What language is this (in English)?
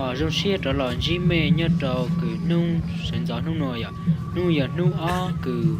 Hmong